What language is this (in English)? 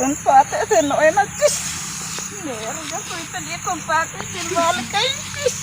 Ho